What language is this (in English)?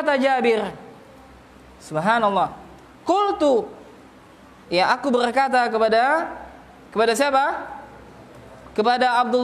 Indonesian